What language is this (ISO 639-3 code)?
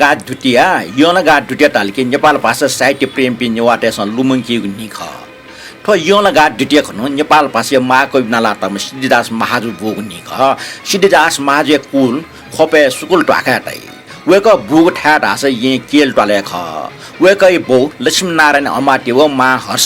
new